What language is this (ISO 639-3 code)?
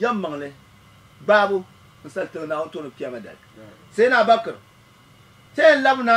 dag